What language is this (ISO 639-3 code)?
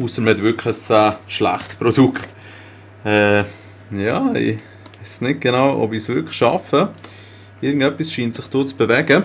gsw